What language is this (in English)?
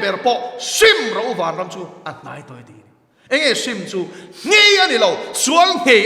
Mizo